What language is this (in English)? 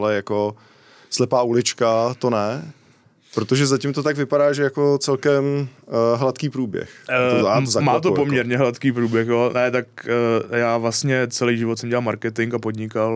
Czech